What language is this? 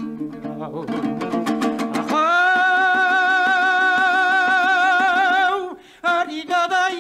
Kazakh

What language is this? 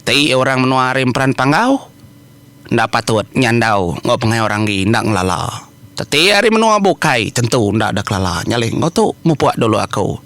Iban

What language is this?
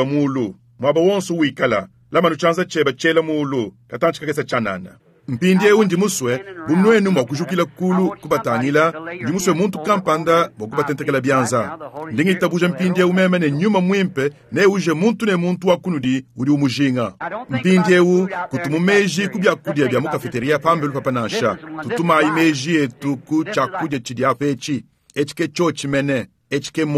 Luba-Lulua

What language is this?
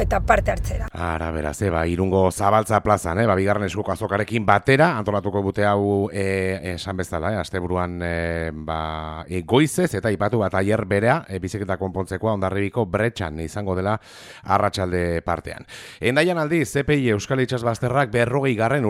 Basque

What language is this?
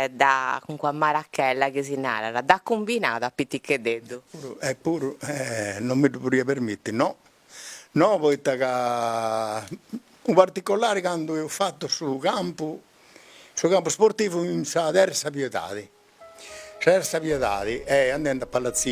Sardinian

